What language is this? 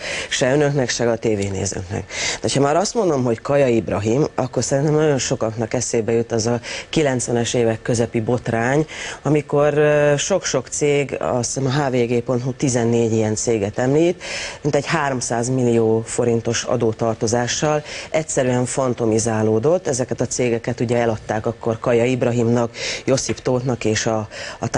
Hungarian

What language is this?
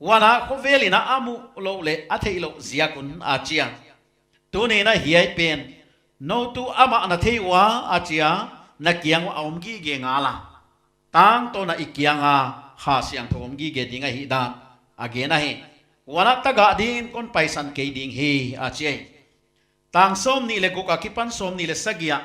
Paite Chin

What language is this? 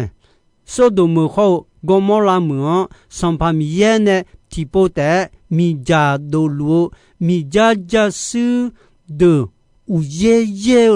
Akha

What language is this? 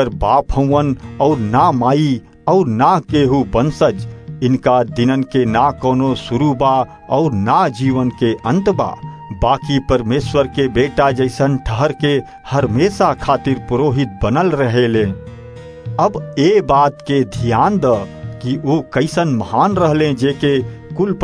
Bhojpuri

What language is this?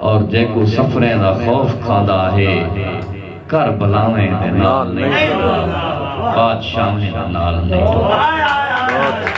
Saraiki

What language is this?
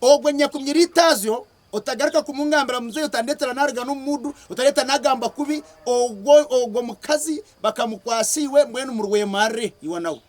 Nyankole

